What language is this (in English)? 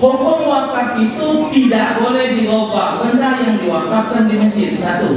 Musi